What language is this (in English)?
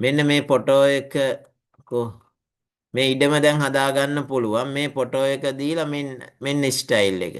Sinhala